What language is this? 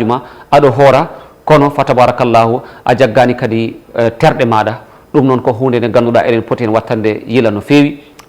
Fula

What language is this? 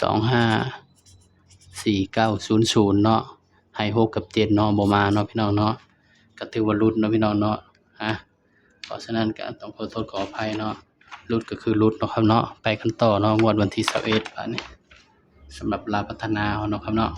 Northeastern Thai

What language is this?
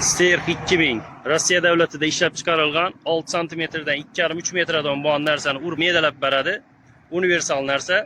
Uzbek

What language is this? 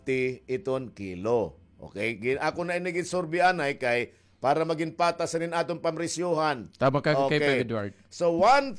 Waray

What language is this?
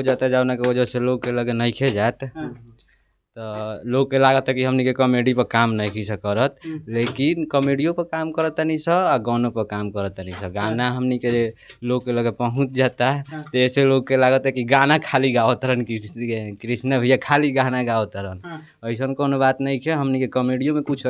Bhojpuri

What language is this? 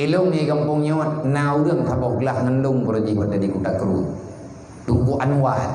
Achinese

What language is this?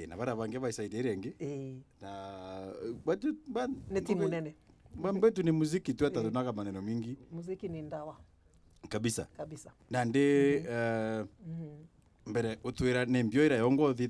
Meru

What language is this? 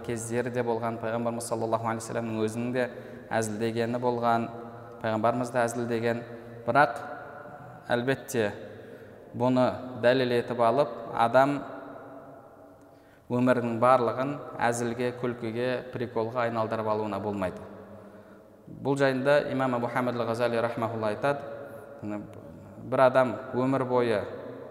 Kazakh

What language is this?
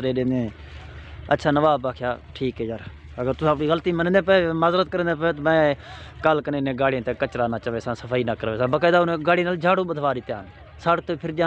Saraiki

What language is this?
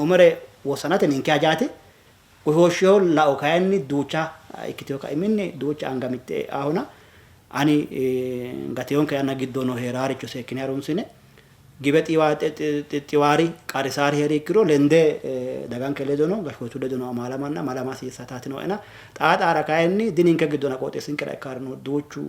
Sidamo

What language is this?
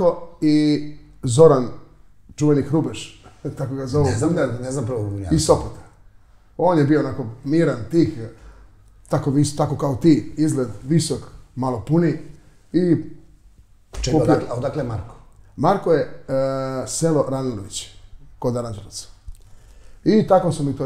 Serbian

